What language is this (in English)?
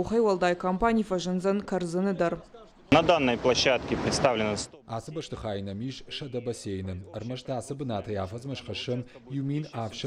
Ossetic